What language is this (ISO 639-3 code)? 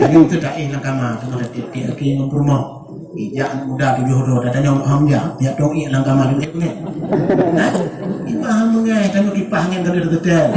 ace